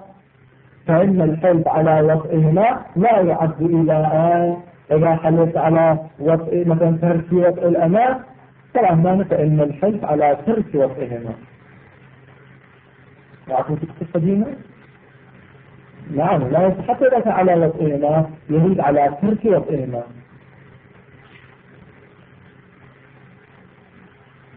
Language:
Arabic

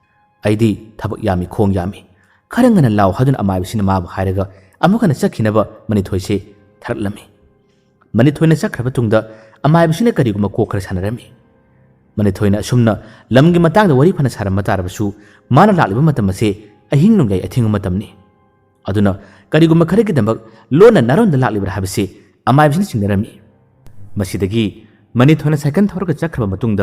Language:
Manipuri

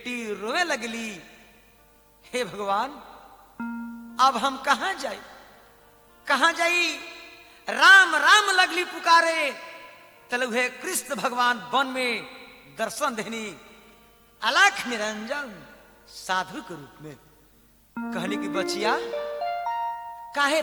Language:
Bhojpuri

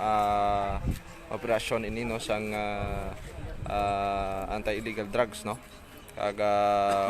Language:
Hiligaynon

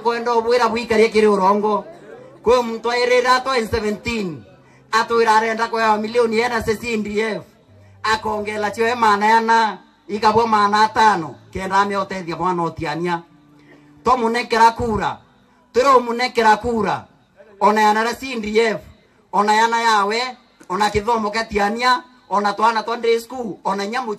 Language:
Meru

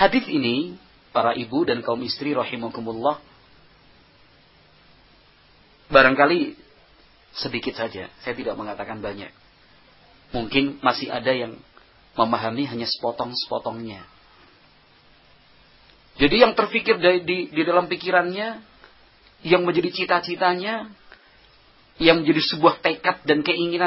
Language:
Indonesian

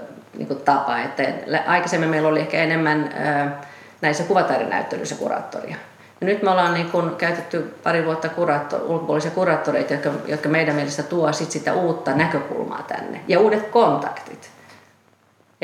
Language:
Finnish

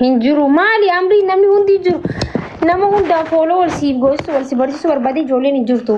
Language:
Oromo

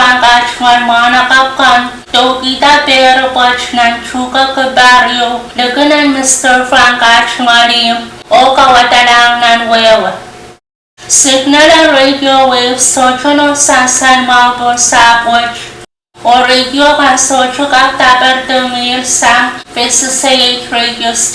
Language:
Pohnpeian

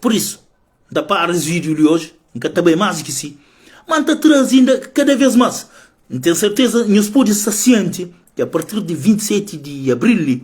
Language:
Kabuverdianu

